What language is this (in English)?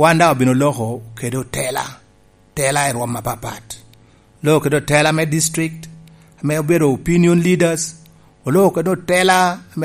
Lango (Uganda)